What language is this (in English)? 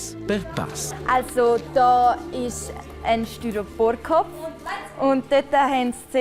Romansh